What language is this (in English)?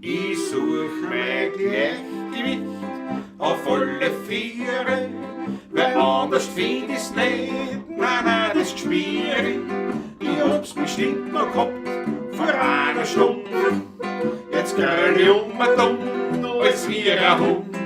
Bavarian